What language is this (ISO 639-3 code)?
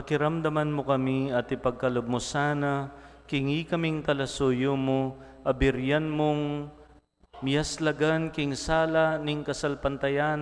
pam